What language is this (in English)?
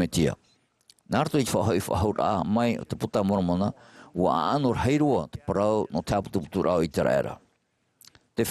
Tahitian